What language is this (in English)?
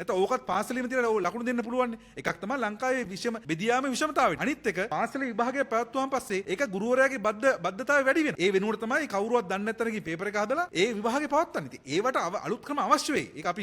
Sinhala